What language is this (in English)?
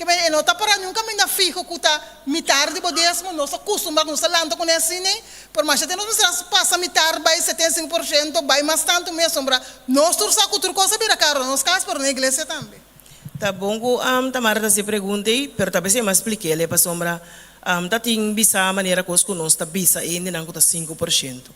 Papiamento